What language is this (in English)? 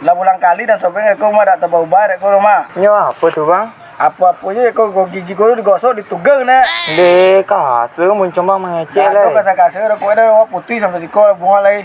Minangkabau